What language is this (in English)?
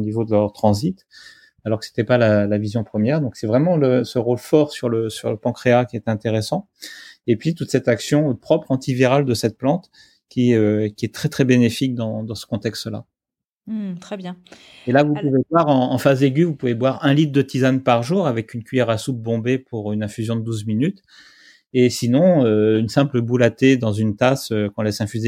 French